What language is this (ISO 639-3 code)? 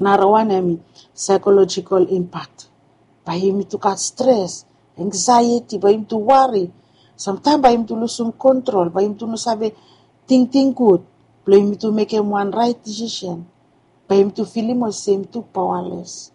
bis